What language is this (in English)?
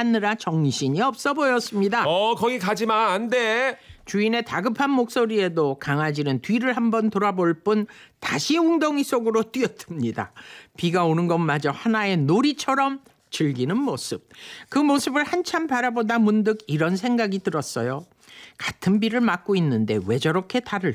Korean